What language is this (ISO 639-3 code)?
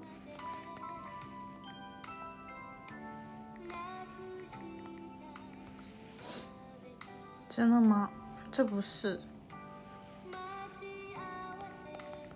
zho